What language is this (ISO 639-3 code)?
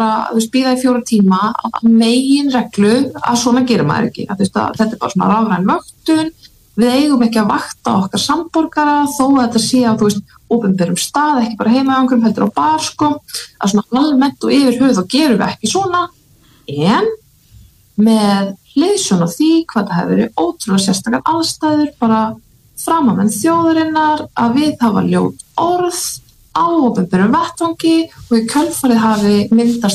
isl